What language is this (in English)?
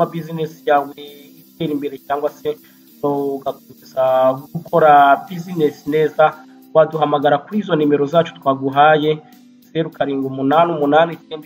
Kinyarwanda